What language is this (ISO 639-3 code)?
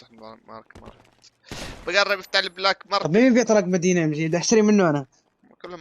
apc